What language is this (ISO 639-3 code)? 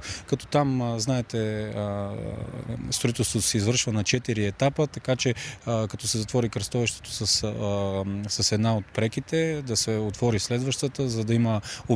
bul